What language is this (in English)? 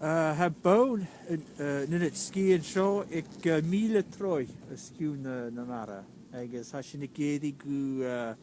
Scottish Gaelic